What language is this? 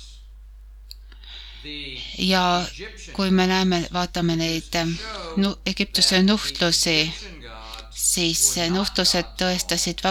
Estonian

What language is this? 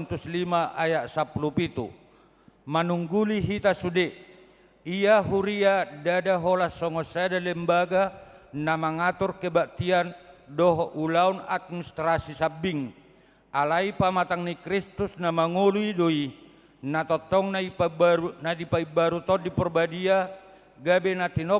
Batak Toba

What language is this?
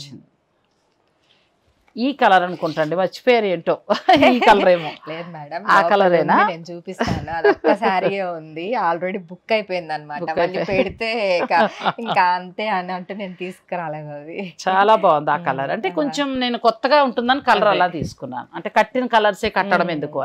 Telugu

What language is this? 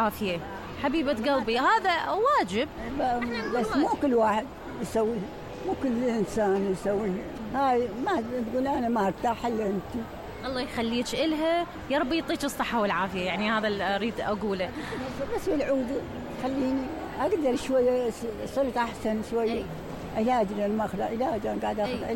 Mesopotamian Arabic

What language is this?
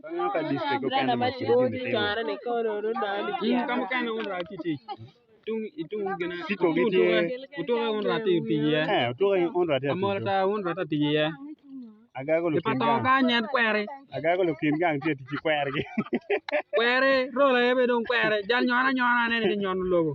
Acoli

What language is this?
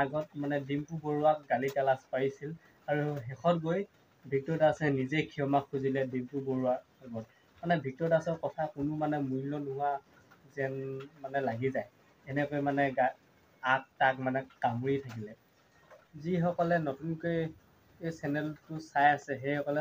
Assamese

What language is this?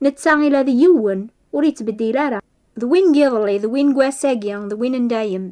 Kabyle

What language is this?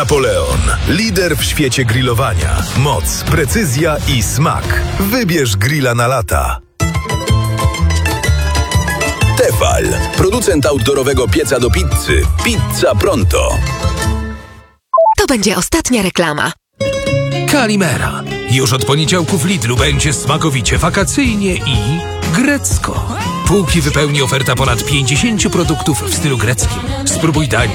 Polish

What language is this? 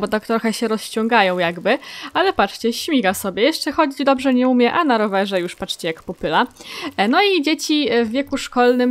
Polish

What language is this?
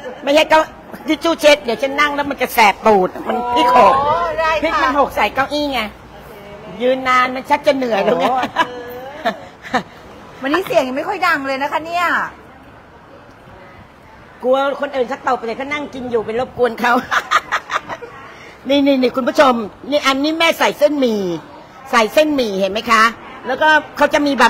Thai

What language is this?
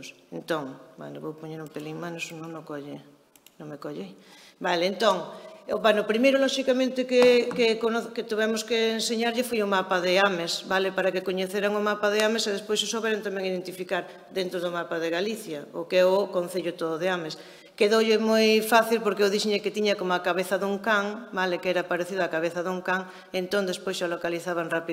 Galician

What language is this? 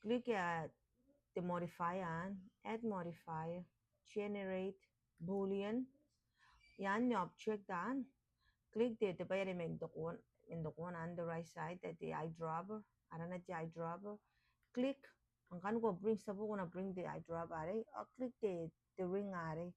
Gilbertese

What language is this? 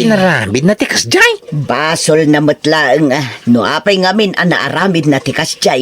Iloko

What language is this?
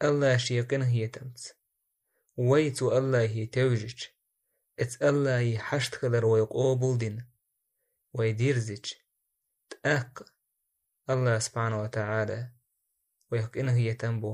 Chechen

